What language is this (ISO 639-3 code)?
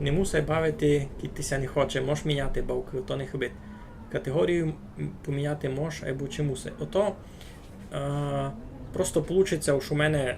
rue